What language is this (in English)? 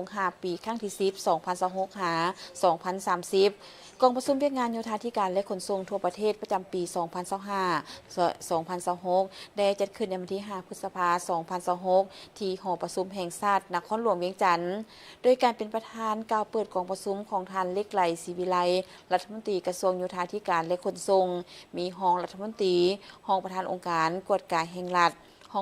Lao